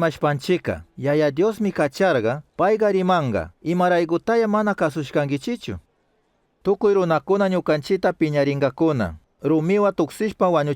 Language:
Chimborazo Highland Quichua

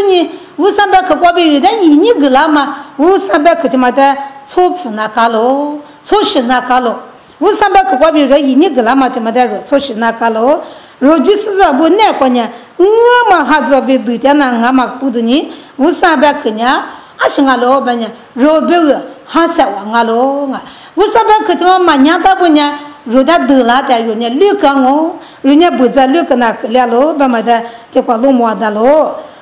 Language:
Lisu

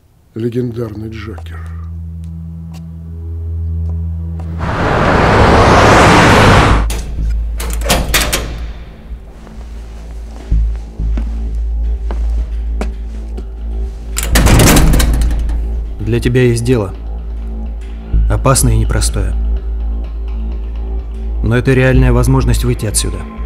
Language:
Russian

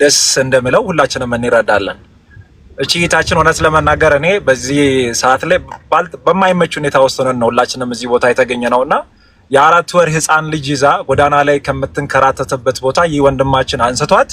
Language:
Amharic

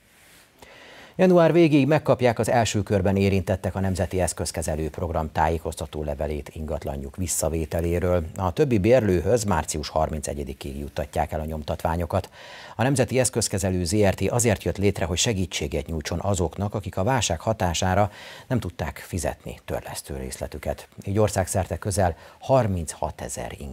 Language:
Hungarian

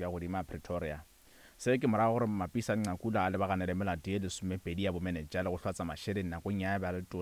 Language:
Northern Sotho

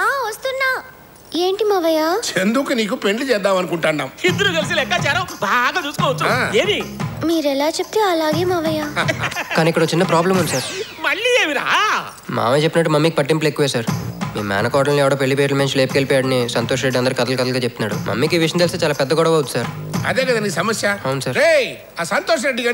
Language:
Telugu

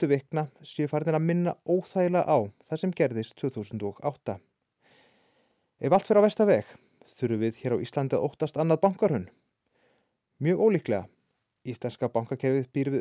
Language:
Icelandic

